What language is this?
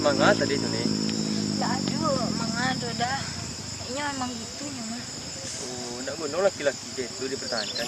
Minangkabau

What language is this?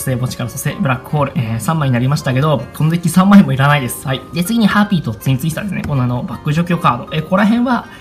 Japanese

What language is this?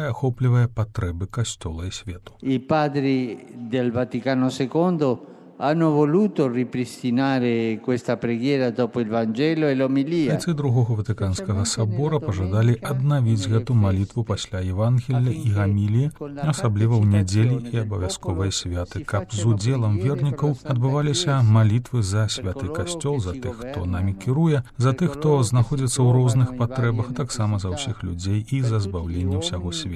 Belarusian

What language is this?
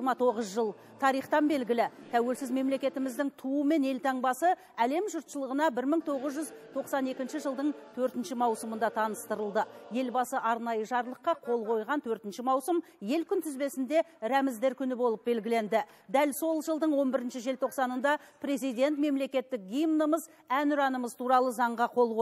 Kazakh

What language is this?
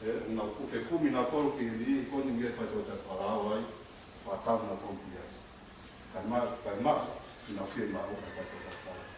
Tongan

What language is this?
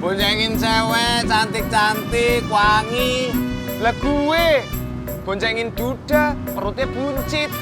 Betawi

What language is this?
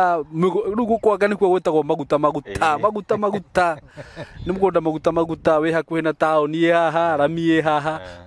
Kikuyu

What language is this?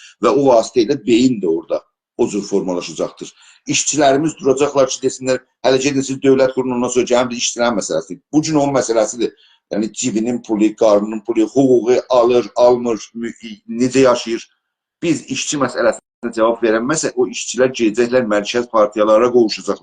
South Azerbaijani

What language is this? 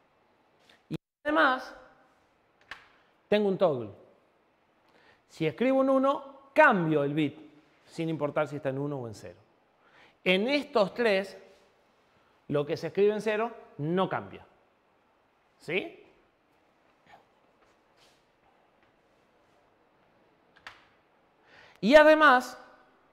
Spanish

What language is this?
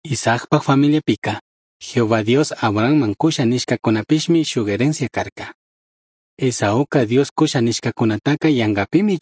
Chimborazo Highland Quichua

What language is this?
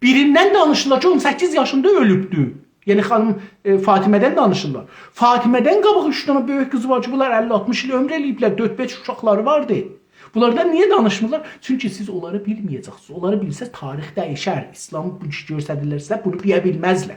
South Azerbaijani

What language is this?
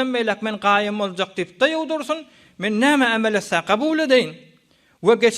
Turkmen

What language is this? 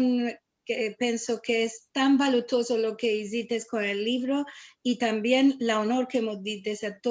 Ladino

